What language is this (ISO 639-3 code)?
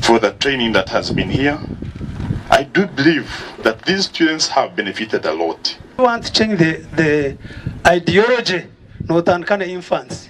nyn